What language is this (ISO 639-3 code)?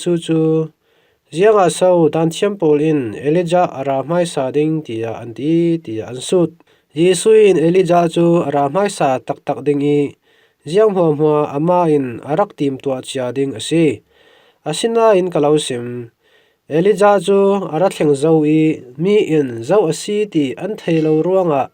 cfm